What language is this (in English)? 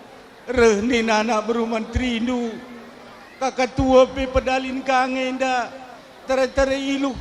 Batak Karo